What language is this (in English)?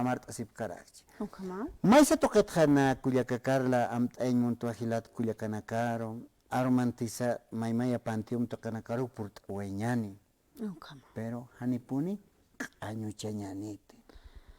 Aymara